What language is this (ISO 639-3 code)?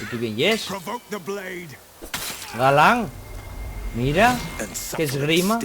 ast